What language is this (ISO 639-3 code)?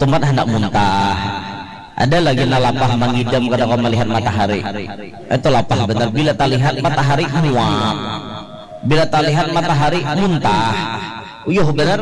bjn